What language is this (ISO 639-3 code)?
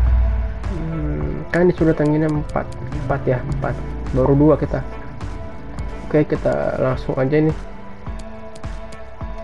ind